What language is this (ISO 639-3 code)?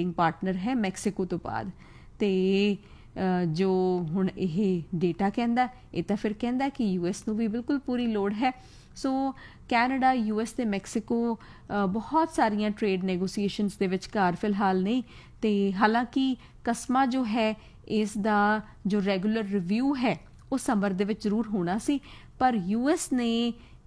pan